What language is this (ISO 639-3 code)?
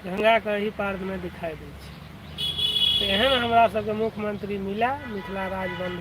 mai